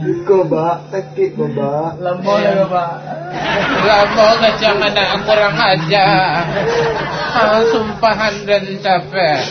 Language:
Minangkabau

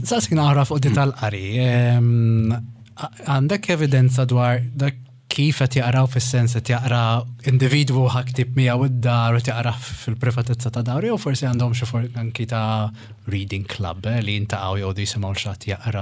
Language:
Maltese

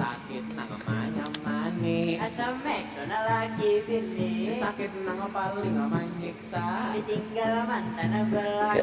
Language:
Banjar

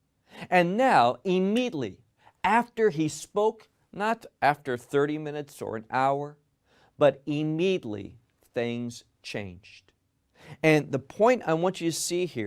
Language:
English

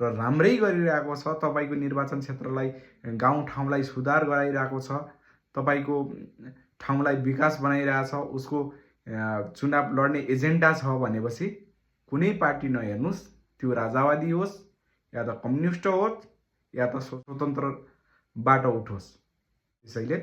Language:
Nepali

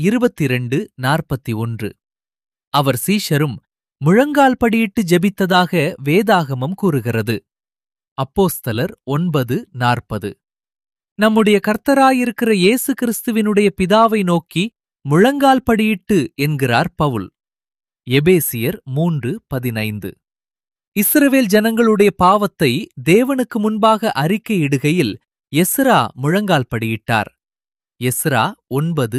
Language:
Tamil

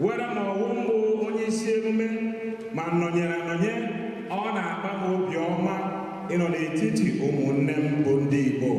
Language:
Igbo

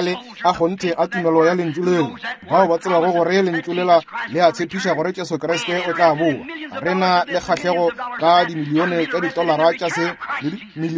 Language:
Northern Sotho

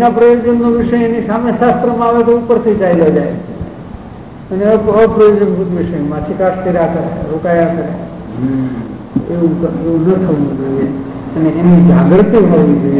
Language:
Gujarati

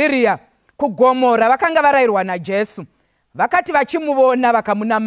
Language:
Shona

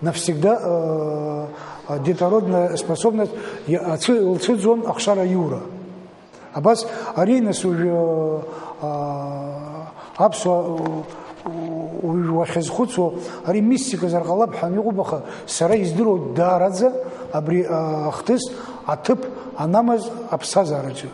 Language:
Abkhazian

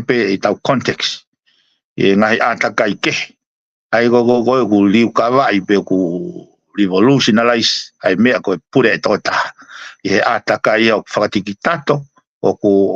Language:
Tongan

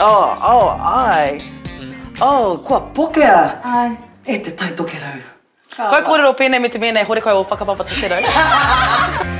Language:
Māori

